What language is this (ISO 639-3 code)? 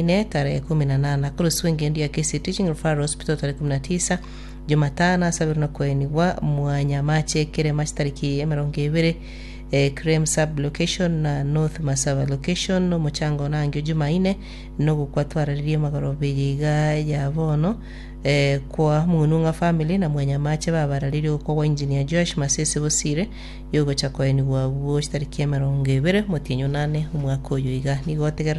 guz